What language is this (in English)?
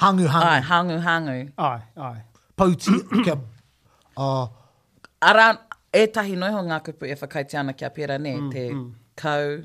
Māori